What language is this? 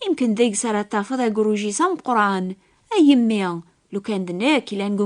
Kabyle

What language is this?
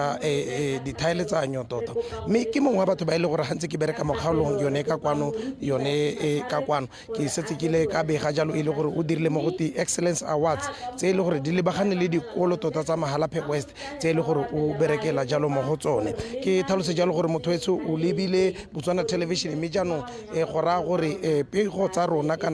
Tswana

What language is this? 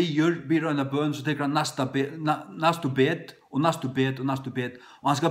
Faroese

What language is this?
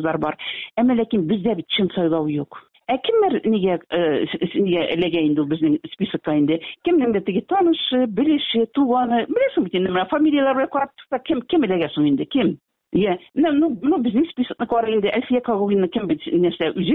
Tatar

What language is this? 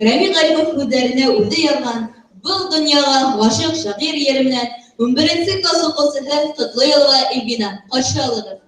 Bashkir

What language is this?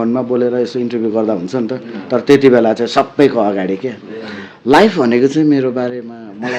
Nepali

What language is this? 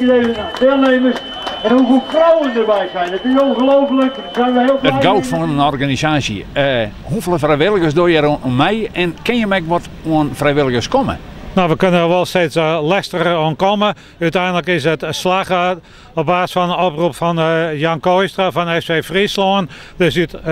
Western Frisian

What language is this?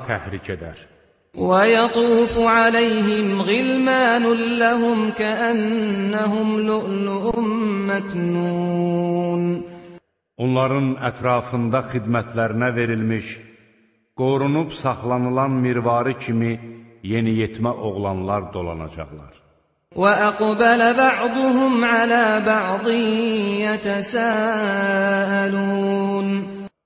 Azerbaijani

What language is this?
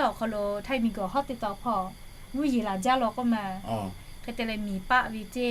Lahu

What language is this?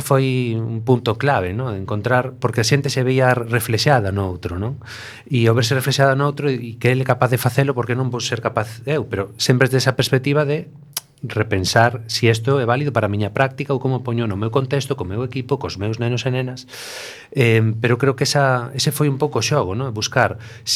Galician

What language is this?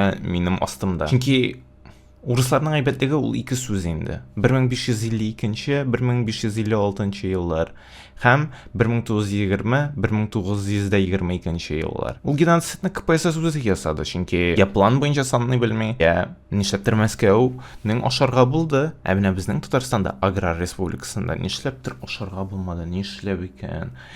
Tatar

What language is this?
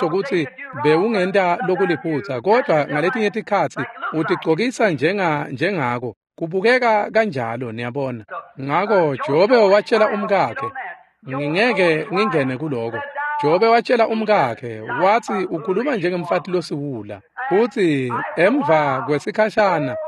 Swati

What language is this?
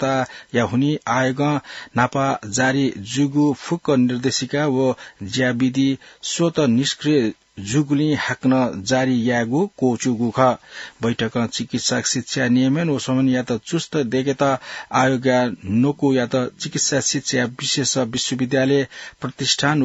Newari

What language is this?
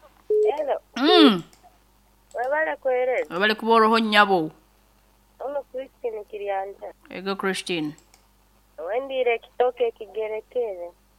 Nyoro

